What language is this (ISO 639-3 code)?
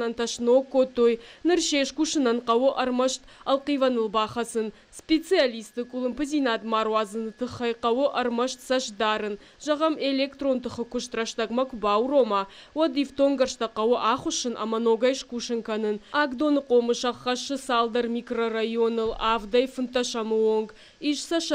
oss